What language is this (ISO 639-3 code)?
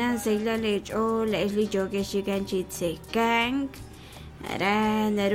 kek